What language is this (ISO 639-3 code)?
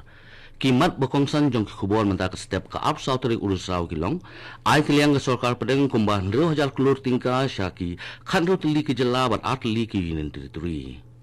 kha